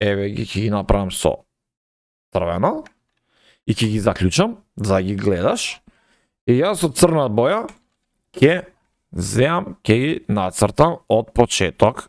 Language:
Macedonian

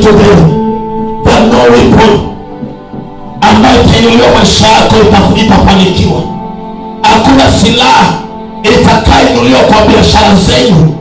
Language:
Swahili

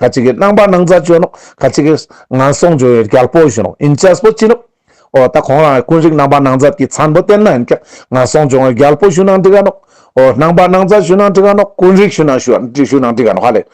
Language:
Ladakhi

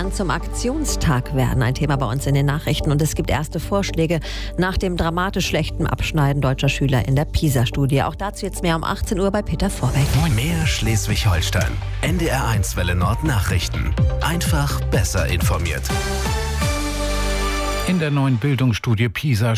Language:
German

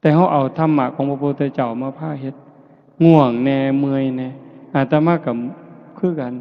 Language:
Northeastern Thai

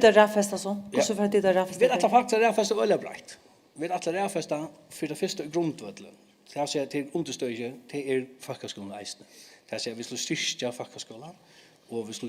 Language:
Faroese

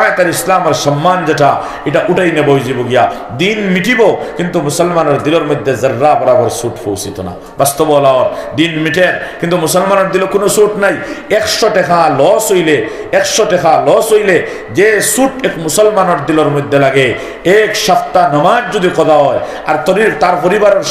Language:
Sylheti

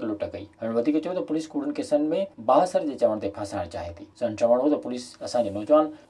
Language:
Sindhi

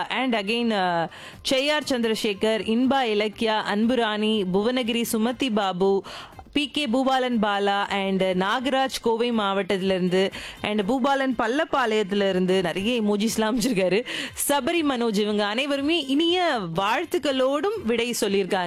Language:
Tamil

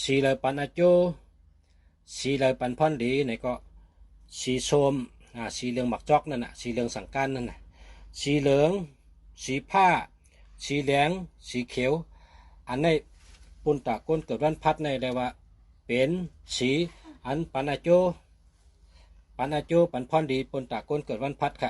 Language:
Shan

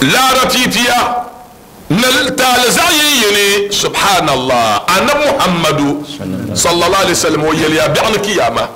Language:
Dagbani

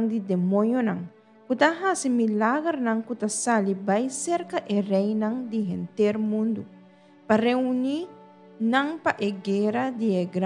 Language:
Papiamento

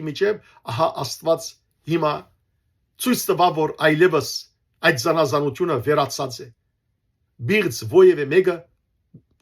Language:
Western Armenian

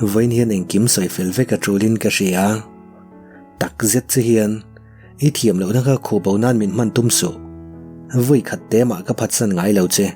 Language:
Mizo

